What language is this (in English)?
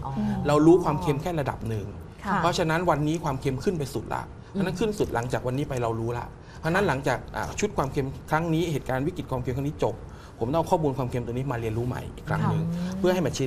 Thai